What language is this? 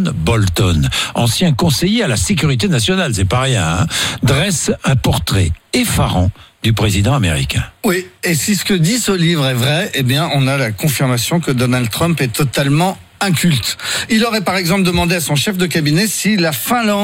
French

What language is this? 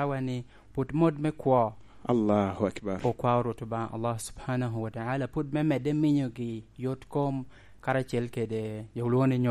Lango (Uganda)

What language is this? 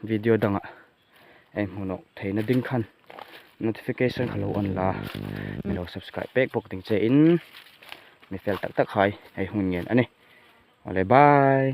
Hmar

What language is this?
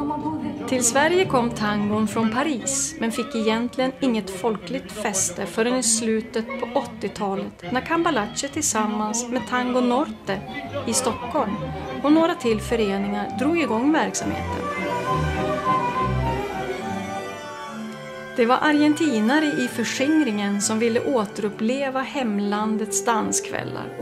Swedish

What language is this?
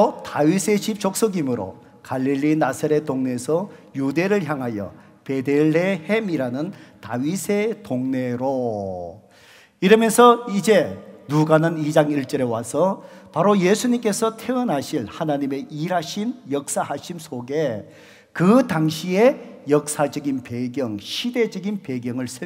Korean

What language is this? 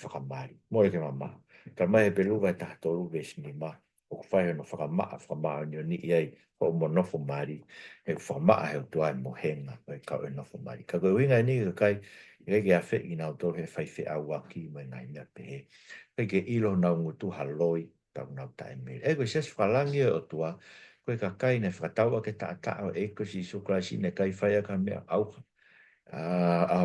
Tongan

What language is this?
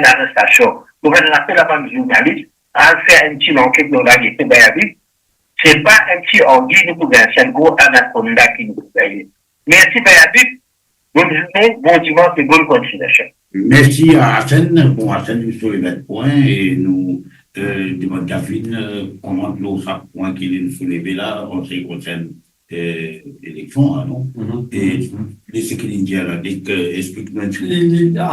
Morisyen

